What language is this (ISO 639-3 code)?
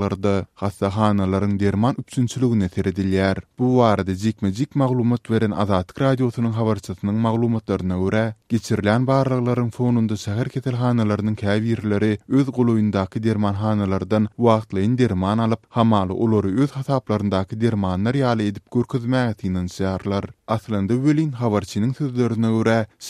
tuk